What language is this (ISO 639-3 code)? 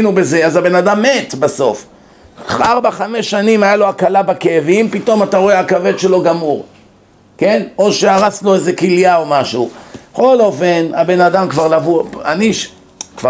heb